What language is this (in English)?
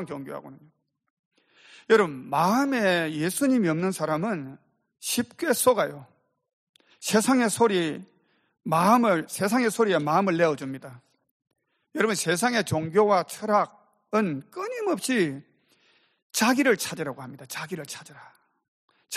Korean